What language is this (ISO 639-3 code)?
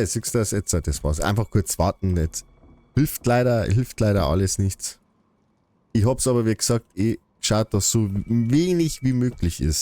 bar